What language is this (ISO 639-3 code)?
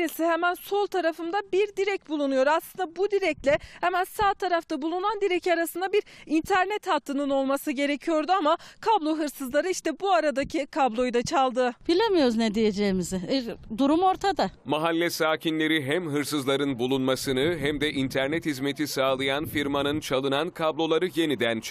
tur